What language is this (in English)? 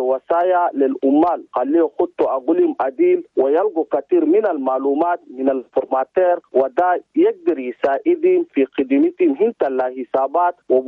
Chadian Arabic